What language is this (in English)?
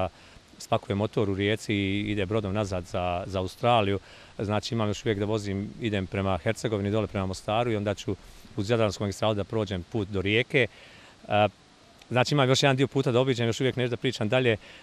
Bosnian